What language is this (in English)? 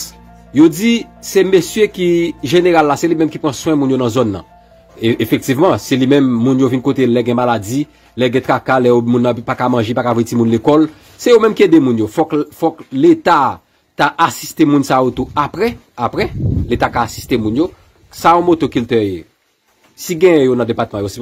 Haitian Creole